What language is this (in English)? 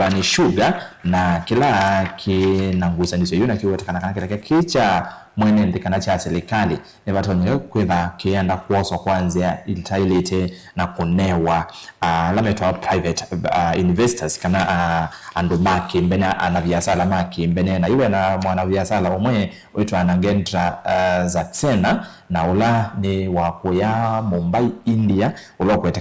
Kamba